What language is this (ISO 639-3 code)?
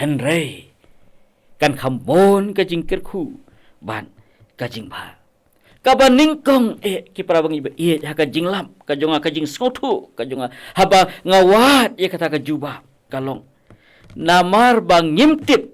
kha